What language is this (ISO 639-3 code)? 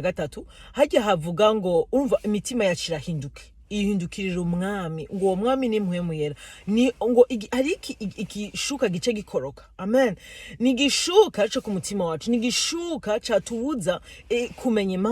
run